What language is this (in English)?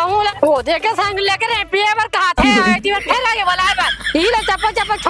Chhattisgarhi